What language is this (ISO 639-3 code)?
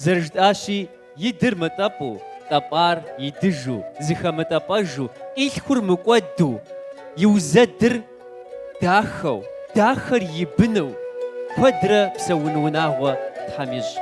kbd